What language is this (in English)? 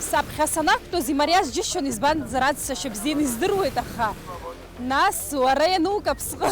Abkhazian